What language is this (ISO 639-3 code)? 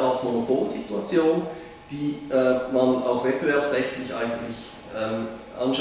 deu